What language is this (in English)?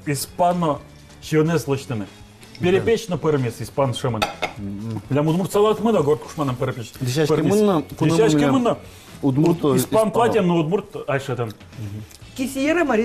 Udmurt